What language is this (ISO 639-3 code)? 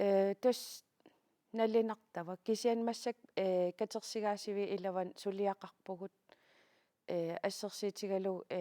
kal